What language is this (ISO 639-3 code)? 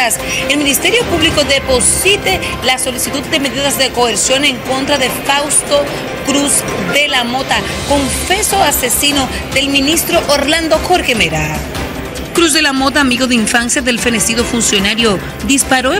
spa